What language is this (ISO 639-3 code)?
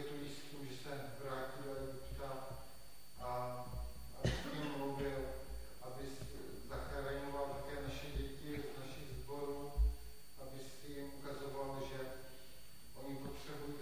ces